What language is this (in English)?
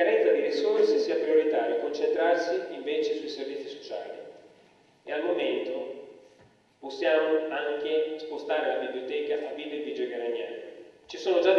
Italian